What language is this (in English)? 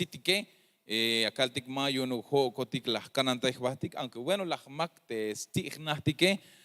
Tzeltal